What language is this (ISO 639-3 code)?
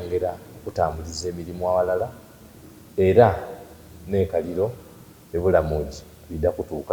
xog